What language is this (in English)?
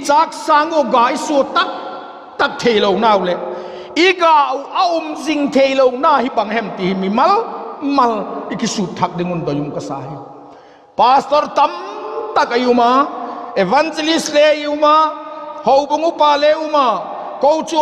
Vaiphei